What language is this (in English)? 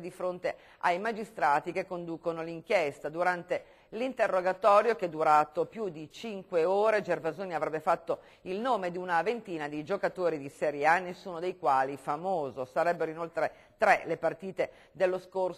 Italian